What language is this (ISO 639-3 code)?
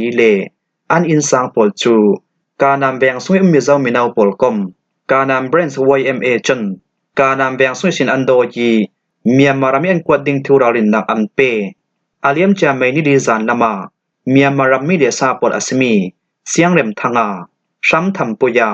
cfm